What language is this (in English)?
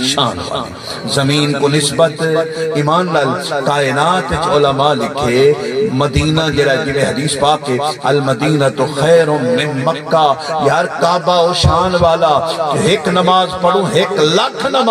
Saraiki